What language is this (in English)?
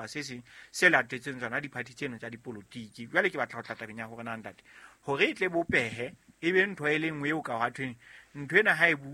Southern Sotho